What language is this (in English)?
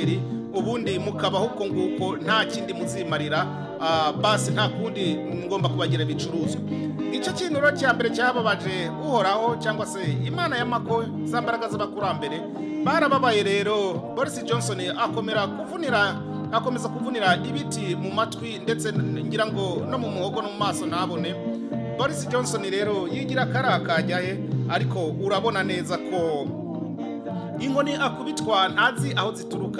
Kinyarwanda